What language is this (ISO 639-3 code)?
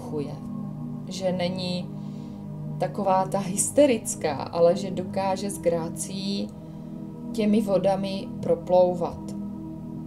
ces